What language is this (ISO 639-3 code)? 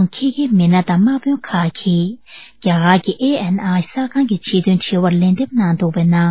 bod